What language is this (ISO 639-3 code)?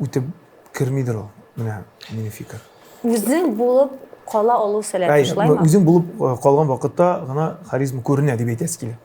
tat